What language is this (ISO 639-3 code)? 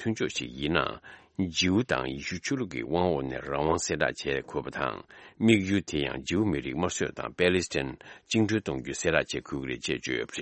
bod